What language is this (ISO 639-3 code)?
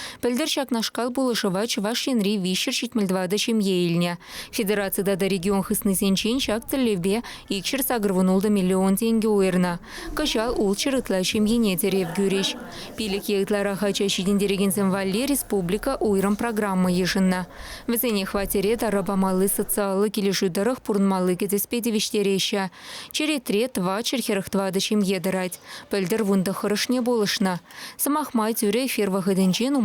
chv